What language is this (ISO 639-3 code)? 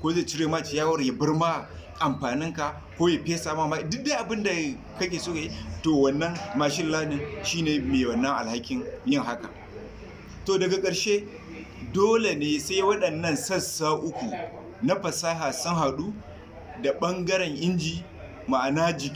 hau